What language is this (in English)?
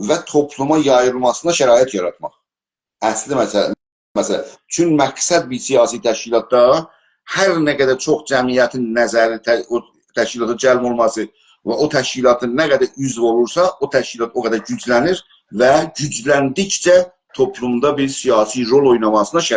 South Azerbaijani